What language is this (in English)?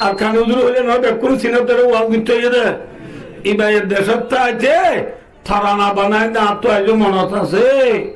Rohingya